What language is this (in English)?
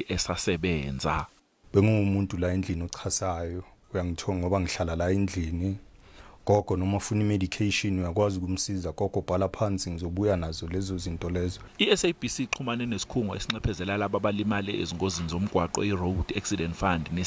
Zulu